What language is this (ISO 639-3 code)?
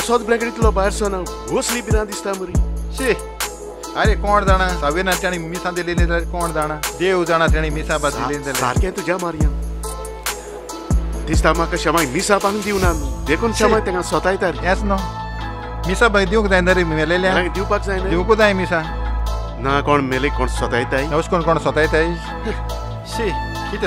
kok